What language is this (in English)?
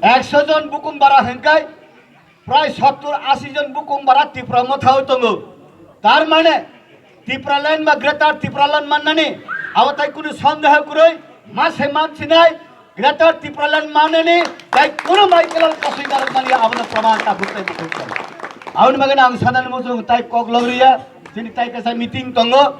Kok Borok